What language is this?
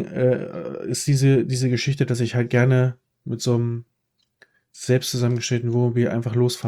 German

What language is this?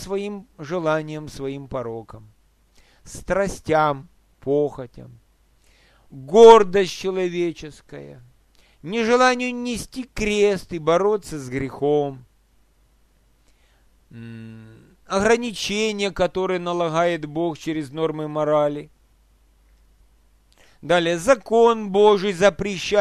Russian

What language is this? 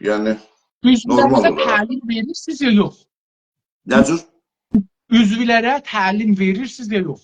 South Azerbaijani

